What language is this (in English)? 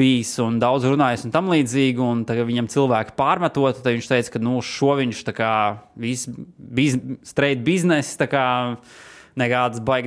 Latvian